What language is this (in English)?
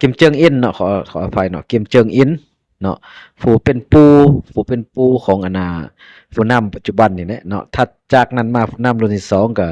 Lao